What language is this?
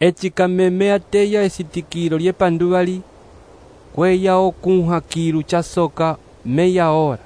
Umbundu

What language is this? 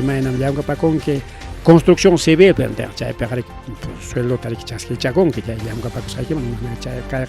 Ayacucho Quechua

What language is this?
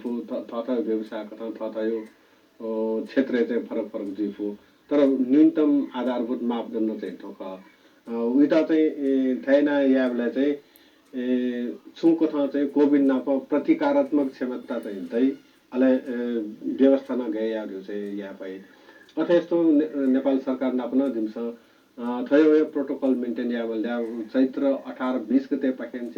Newari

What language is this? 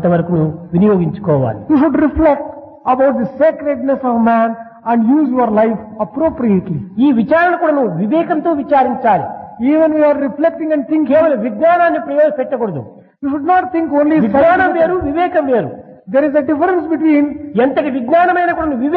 Telugu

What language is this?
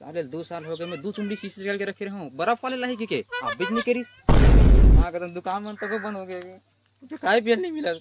Chhattisgarhi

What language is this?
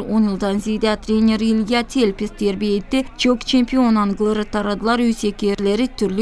Gagauz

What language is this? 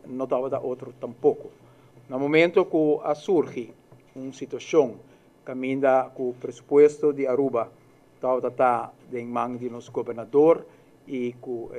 Papiamento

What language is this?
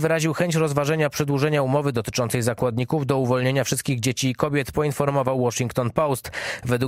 Polish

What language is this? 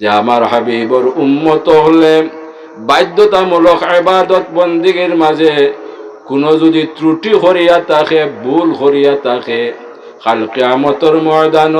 Sylheti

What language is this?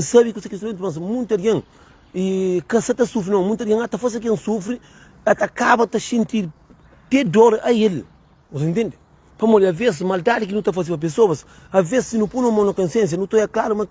Kabuverdianu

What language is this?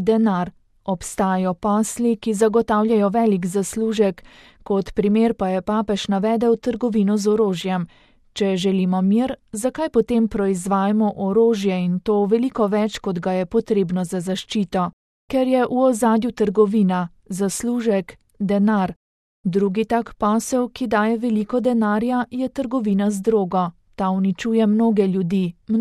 Slovenian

